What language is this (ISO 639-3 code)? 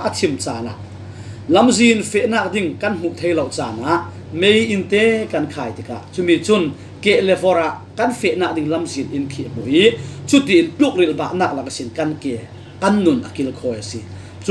cfm